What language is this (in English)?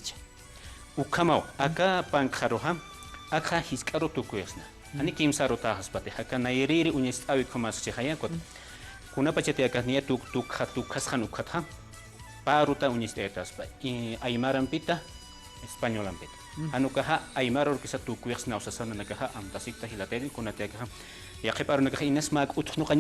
Aymara